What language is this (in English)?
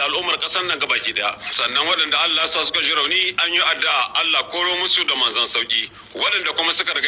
Hausa